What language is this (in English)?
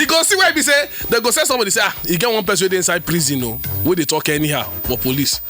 Nigerian Pidgin